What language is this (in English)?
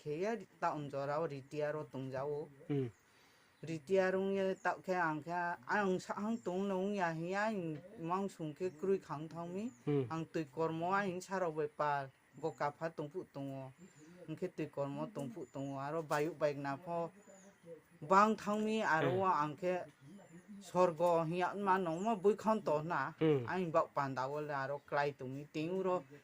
Riang (India)